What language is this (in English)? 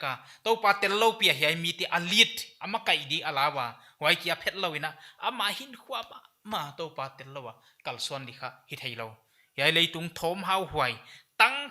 Paite Chin